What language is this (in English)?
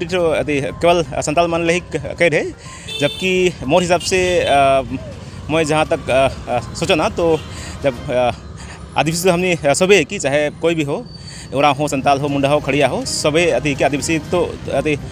Sadri